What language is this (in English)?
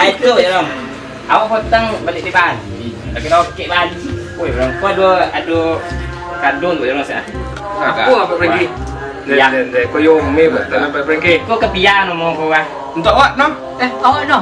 Minangkabau